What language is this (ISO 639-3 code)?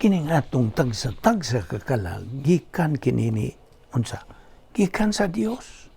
ceb